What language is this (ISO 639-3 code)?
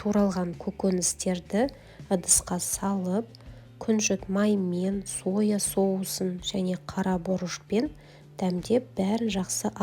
kaz